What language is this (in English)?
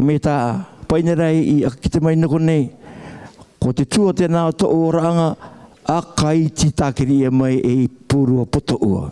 Rarotongan